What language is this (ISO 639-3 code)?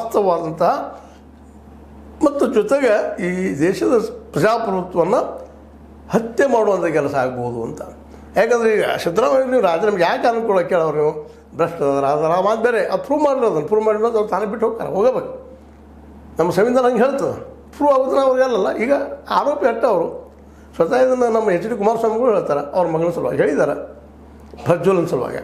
kan